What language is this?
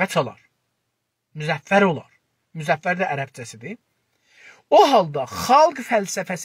South Azerbaijani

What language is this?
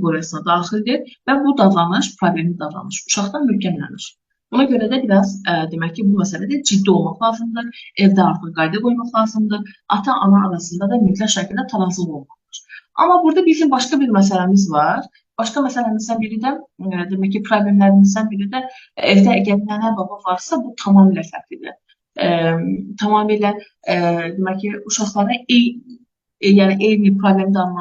Azerbaijani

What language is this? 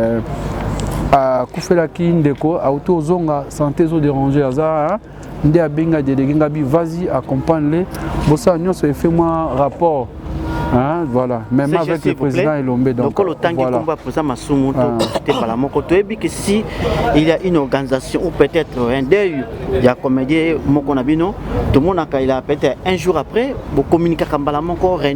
Lingala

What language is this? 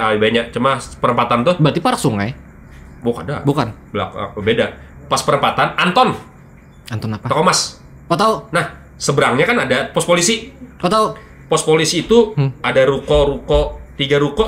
Banjar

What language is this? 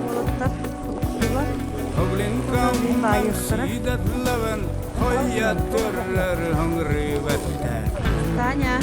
Yakut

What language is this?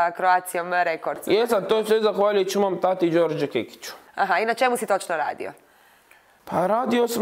Croatian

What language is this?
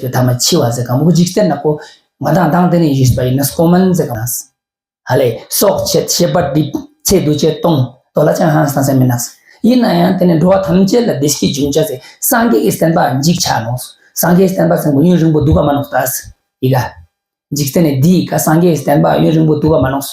Ladakhi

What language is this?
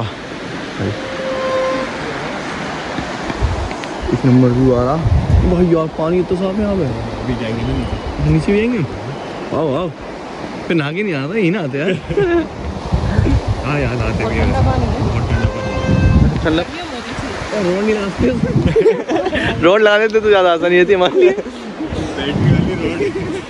Hindi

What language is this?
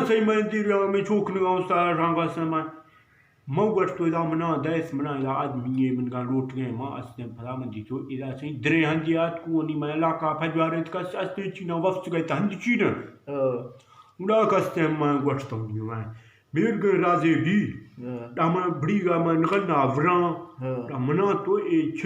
Eastern Balochi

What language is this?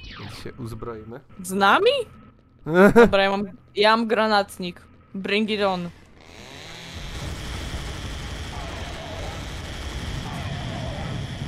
Polish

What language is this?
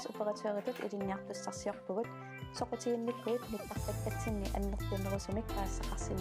Kalaallisut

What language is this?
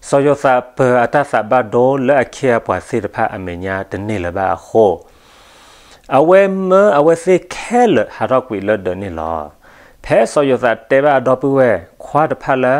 S'gaw Karen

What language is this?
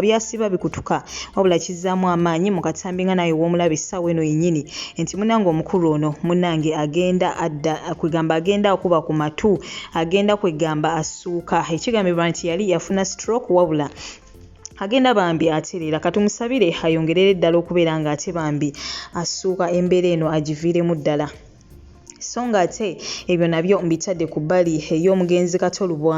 Ganda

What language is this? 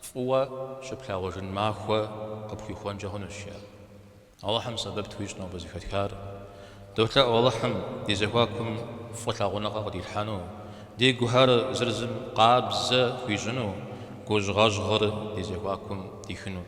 Kabardian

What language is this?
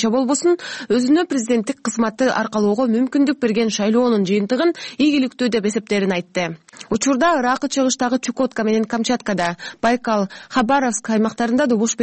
Kyrgyz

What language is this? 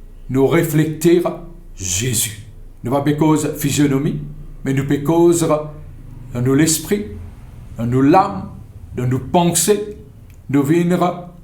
Morisyen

